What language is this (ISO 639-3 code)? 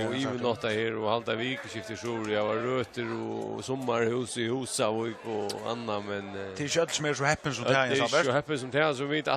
fao